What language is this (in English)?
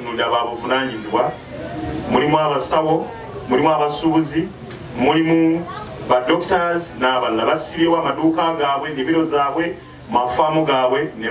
Ganda